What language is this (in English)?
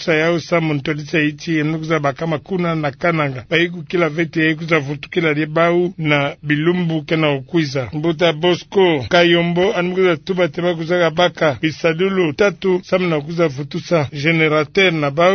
Kituba (Democratic Republic of Congo)